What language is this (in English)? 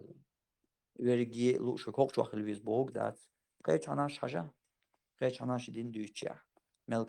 Chechen